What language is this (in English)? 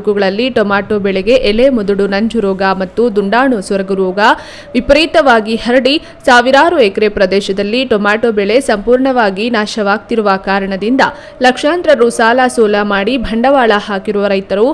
Kannada